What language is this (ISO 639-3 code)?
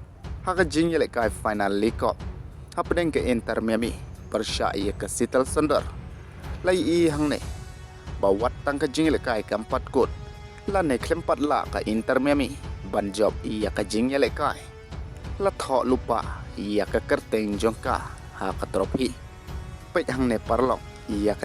kha